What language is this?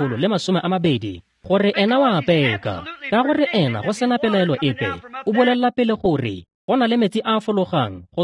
Tswana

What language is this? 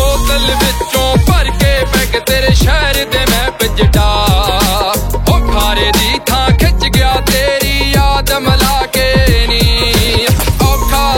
Punjabi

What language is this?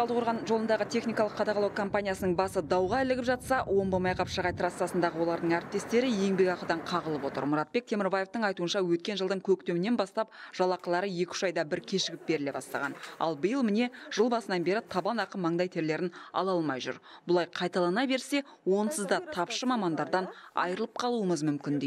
Kazakh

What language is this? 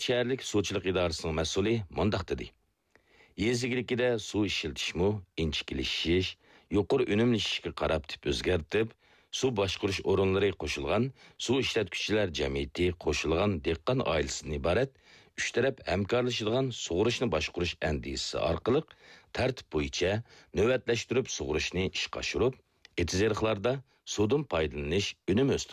Uyghur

